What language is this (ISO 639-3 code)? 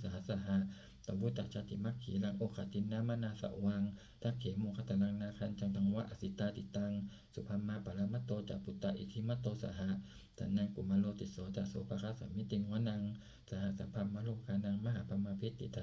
pli